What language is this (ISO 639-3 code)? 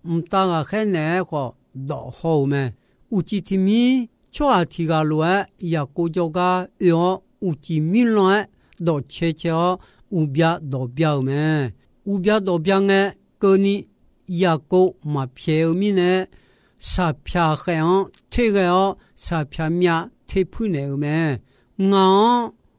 ahk